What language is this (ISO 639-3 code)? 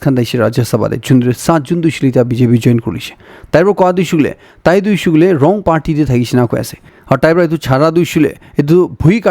nag